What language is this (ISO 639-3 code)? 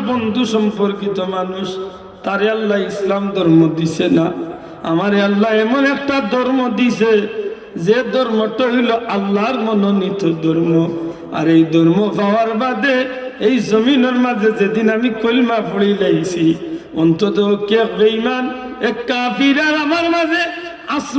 syl